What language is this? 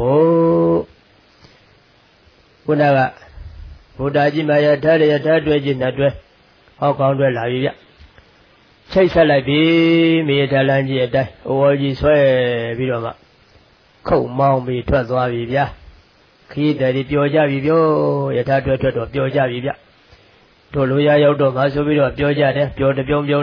Burmese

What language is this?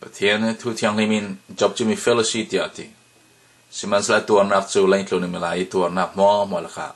Falam Chin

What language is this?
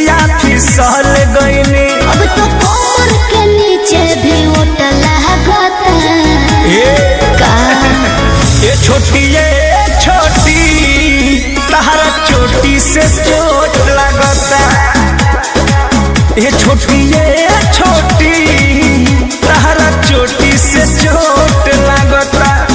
Bhojpuri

